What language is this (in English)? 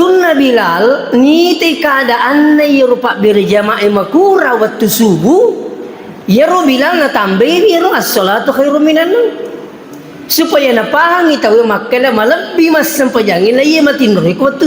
Buginese